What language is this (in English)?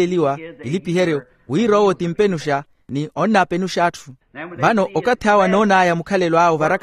Makhuwa